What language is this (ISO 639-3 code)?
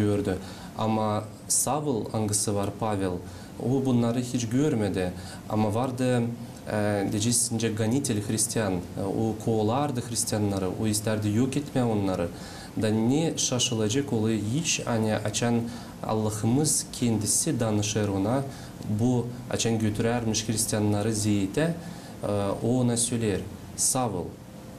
gag